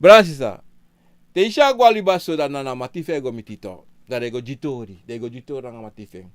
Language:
Sranan Tongo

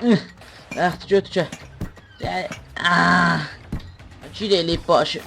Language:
South Azerbaijani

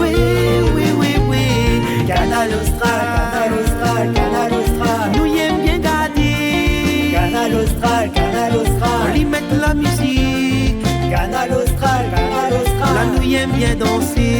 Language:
Réunion Creole French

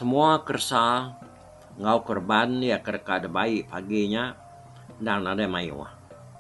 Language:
Iban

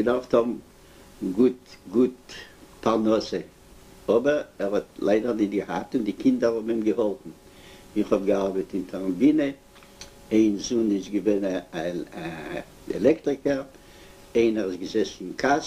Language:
Yiddish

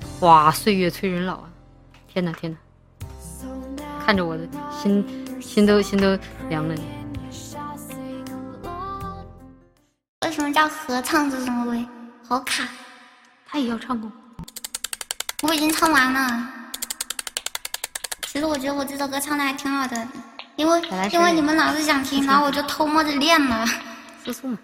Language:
Chinese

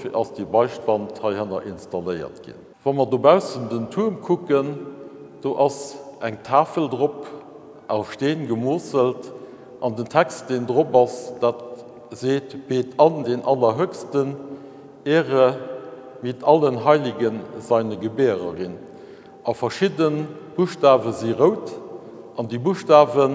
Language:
Luxembourgish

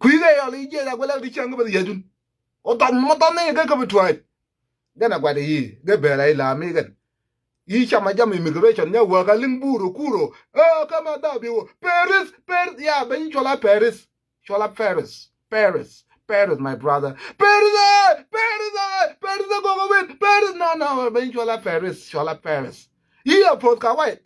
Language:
Nuer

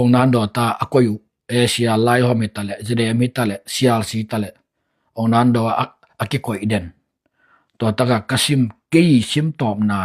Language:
Tedim Chin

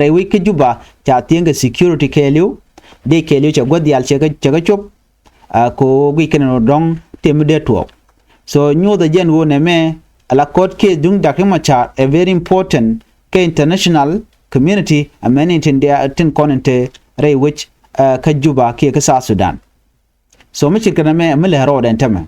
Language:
Nuer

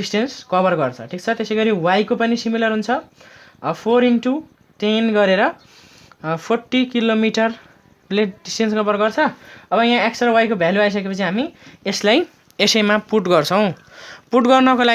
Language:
Nepali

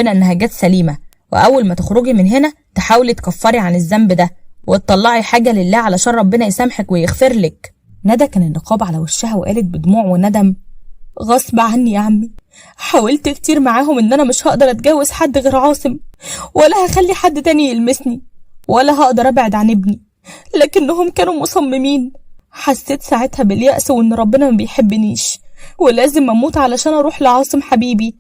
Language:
Egyptian Arabic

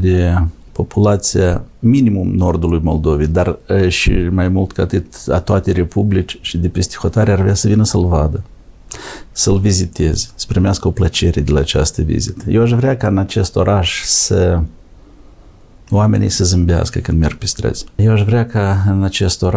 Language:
Romanian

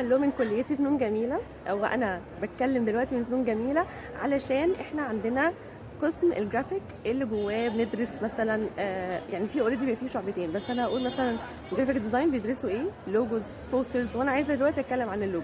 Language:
Egyptian Arabic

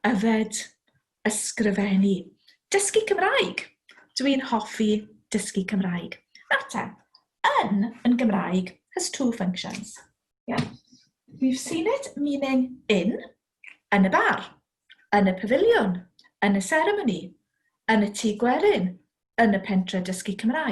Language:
Welsh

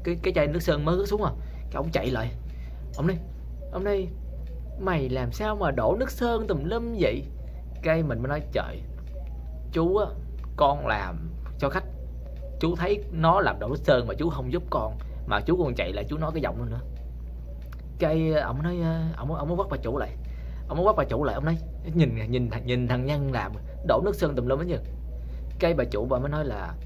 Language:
Vietnamese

